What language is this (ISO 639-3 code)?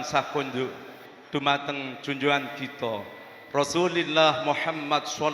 jav